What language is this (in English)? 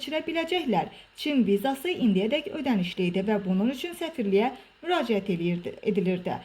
Azerbaijani